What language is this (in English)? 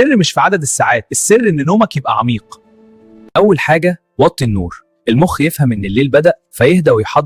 Egyptian Arabic